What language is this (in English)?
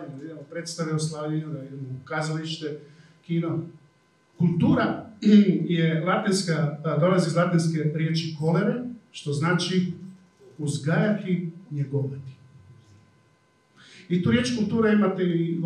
Croatian